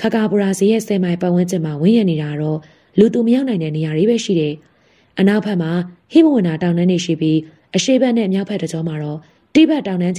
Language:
Burmese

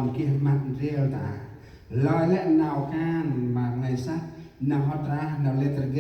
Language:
Central Mnong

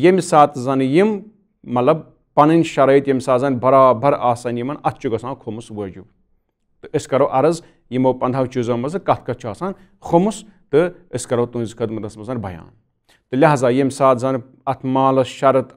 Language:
Kashmiri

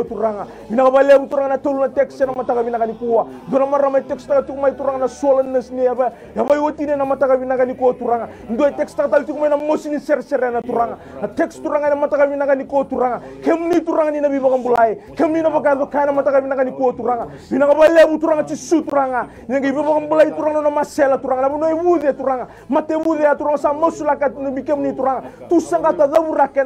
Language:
Fijian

